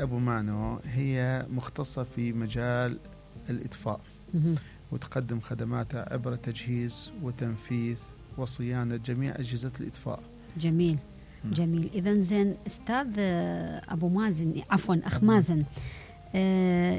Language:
Mesopotamian Arabic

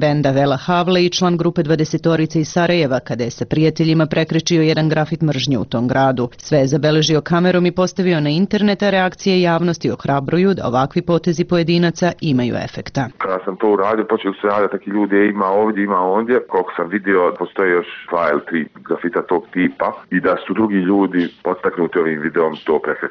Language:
Bosnian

